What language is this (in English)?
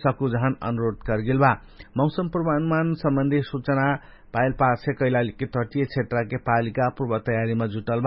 Dangaura Tharu